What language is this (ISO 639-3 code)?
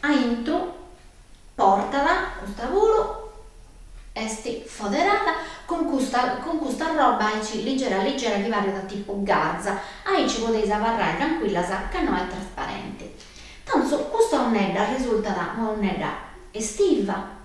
srd